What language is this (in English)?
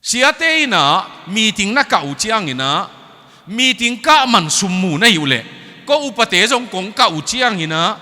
Tedim Chin